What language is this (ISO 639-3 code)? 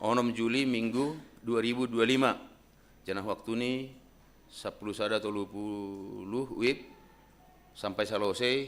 bts